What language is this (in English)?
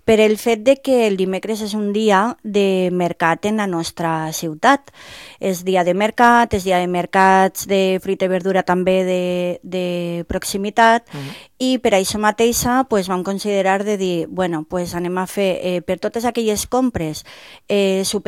Catalan